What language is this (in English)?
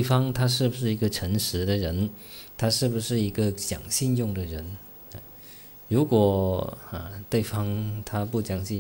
Chinese